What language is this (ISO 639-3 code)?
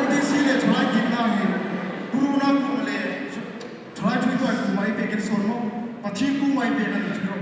hmr